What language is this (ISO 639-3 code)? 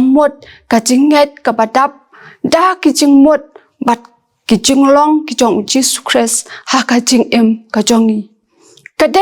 kha